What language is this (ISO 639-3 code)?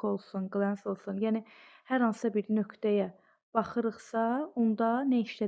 aze